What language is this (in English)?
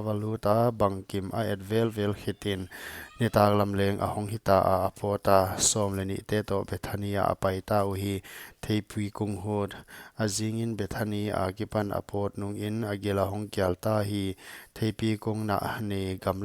Paite Chin